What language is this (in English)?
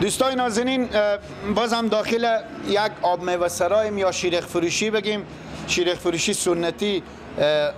Persian